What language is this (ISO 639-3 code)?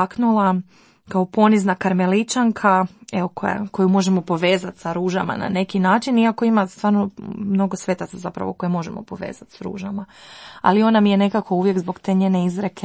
hrv